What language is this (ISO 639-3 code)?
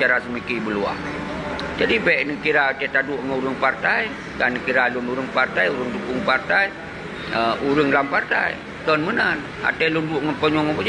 ace